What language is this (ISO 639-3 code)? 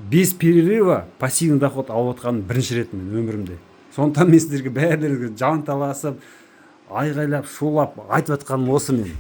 kaz